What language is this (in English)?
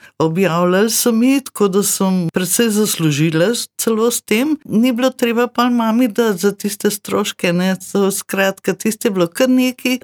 Slovenian